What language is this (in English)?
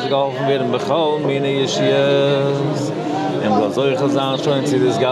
Yiddish